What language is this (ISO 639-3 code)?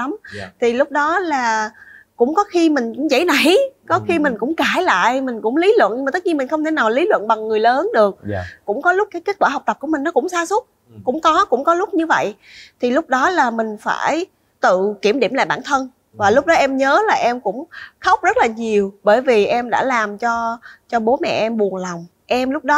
vie